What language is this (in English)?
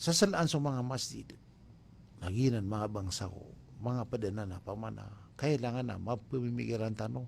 Maranao